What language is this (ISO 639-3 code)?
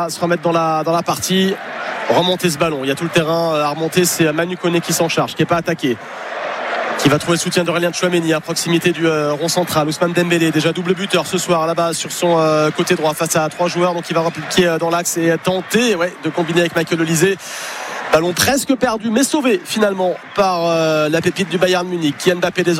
fra